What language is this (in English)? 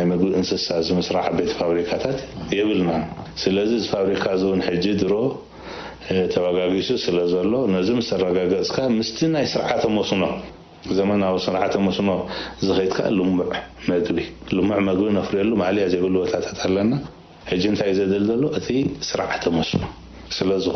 Tigrinya